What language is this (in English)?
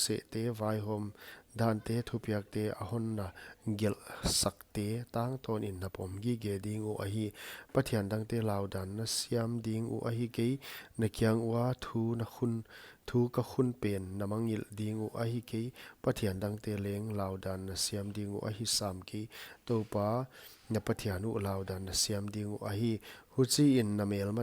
Paite Chin